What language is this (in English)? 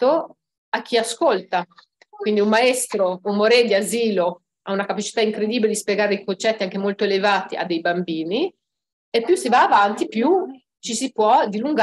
Italian